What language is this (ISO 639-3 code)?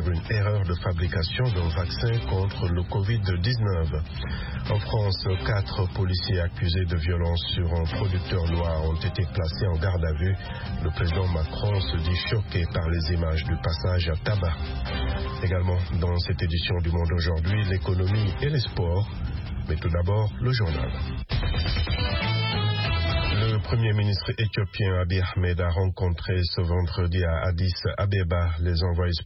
fra